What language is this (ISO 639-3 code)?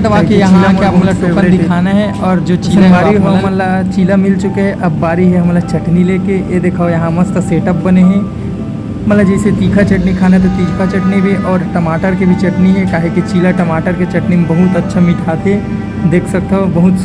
hne